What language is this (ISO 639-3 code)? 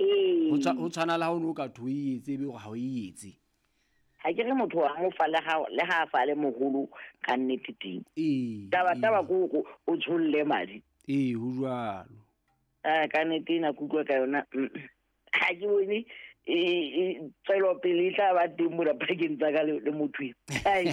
sot